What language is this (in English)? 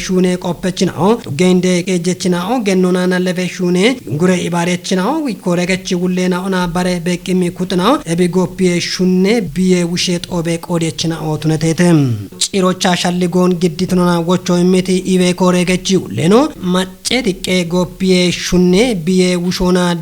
Kafa